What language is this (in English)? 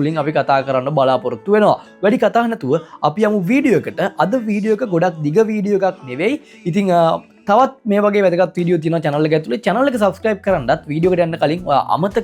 Sinhala